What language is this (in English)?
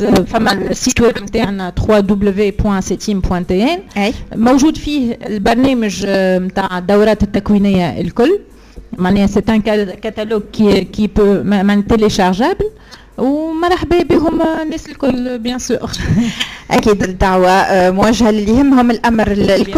Tunisian Arabic